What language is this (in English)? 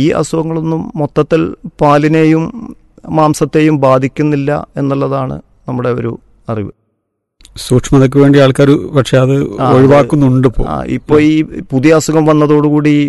Malayalam